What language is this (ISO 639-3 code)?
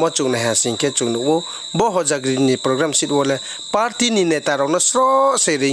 ria